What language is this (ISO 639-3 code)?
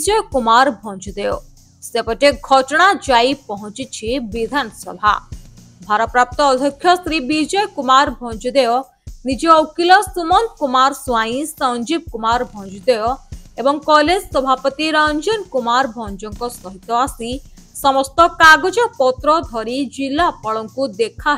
ori